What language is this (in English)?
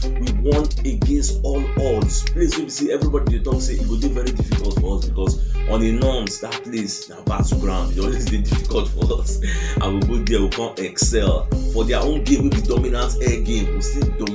Nigerian Pidgin